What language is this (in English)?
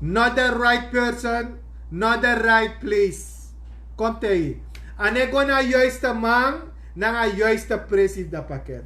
Sranan Tongo